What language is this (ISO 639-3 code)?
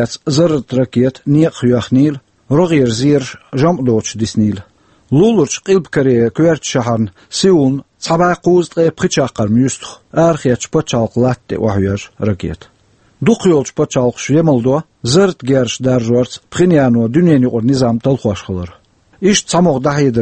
che